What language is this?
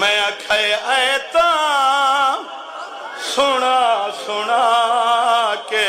Saraiki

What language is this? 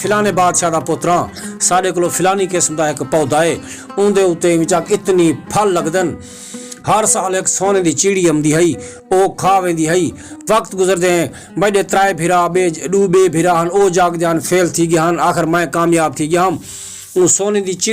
Saraiki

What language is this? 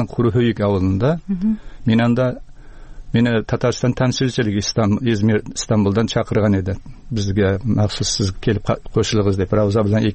Tatar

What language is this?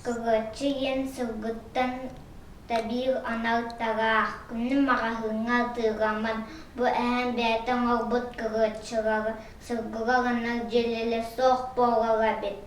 Yakut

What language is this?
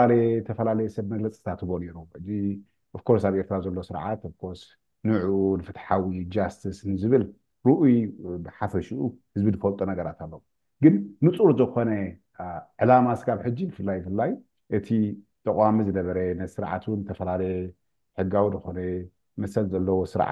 Tigrinya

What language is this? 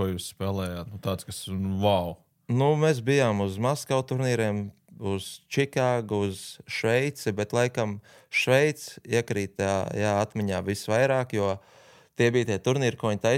Latvian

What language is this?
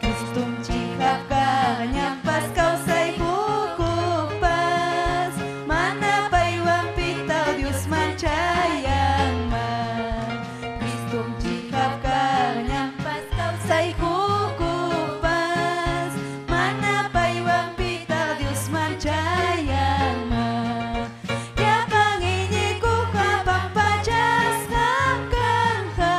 Ayacucho Quechua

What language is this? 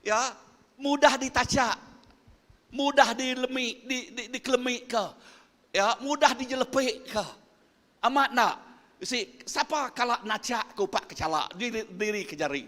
Iban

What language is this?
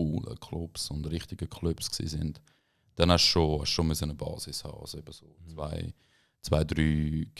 Swiss German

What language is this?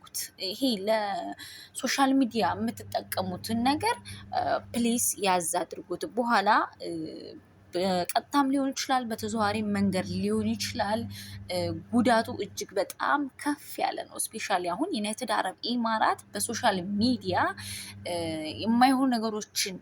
Amharic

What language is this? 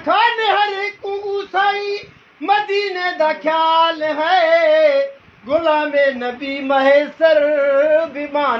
Saraiki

